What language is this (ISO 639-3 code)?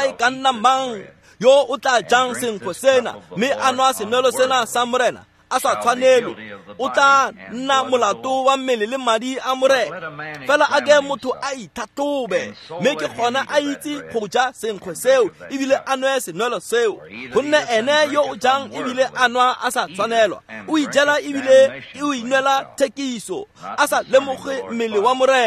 tsn